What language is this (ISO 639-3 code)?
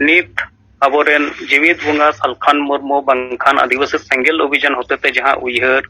sat